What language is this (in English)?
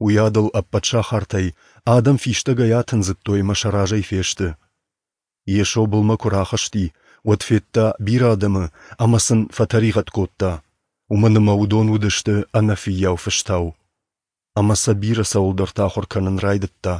Ossetic